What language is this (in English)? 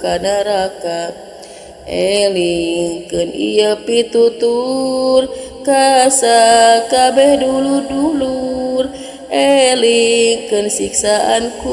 Sundanese